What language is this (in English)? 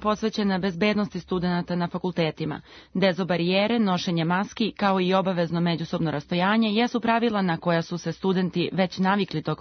Serbian